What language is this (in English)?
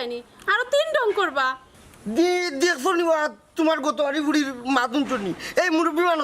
Sylheti